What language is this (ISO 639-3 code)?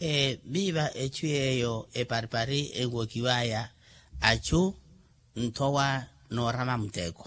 vmw